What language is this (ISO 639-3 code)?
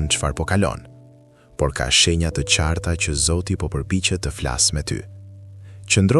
sqi